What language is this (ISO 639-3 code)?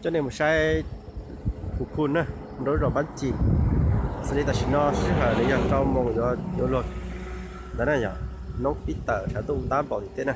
hmn